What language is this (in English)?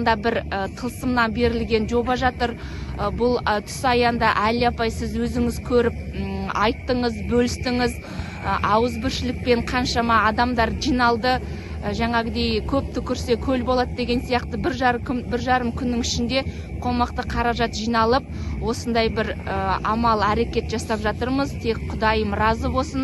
Kazakh